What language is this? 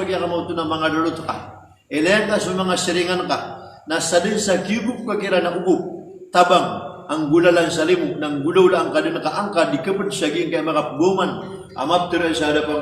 Maranao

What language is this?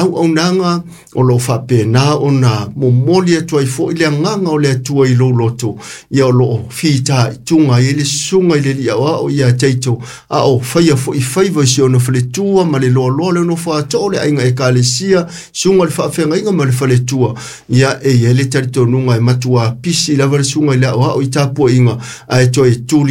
Samoan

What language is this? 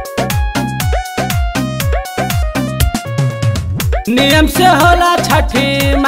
Bhojpuri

